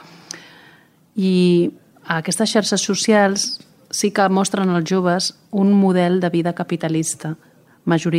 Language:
Catalan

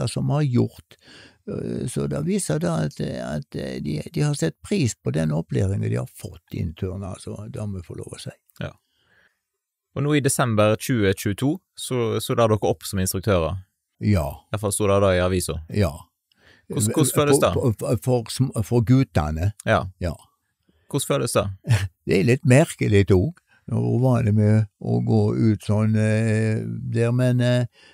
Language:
Norwegian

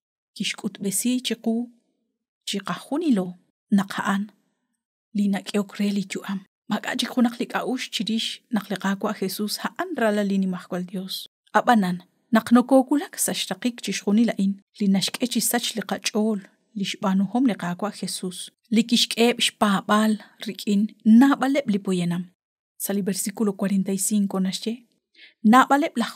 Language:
Kekchí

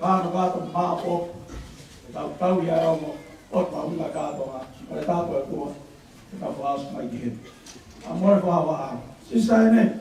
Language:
Tongan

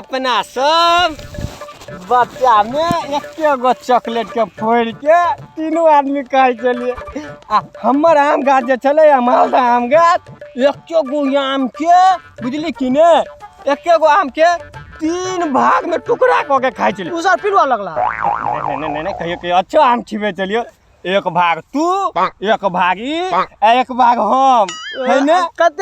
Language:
Maithili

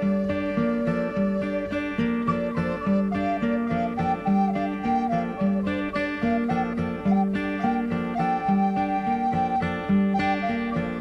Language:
English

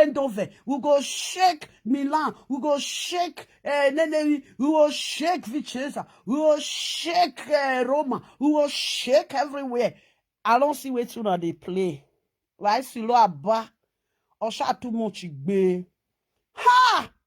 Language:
Nigerian Pidgin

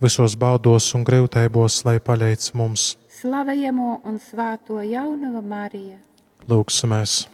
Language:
Latgalian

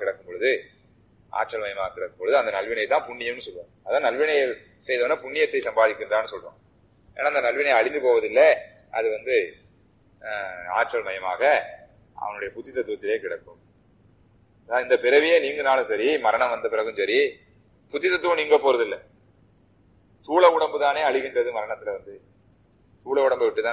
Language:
Tamil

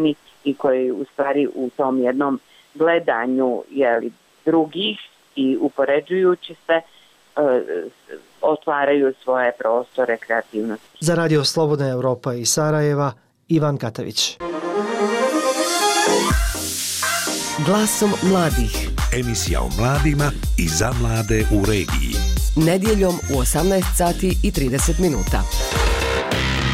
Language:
Bosnian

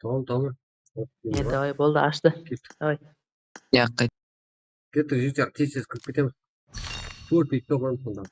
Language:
Kara-Kalpak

